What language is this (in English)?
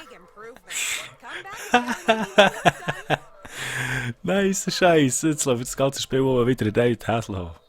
Swiss German